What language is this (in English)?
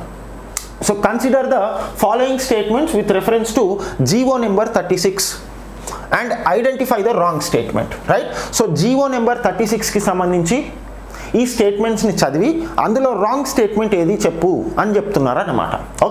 Telugu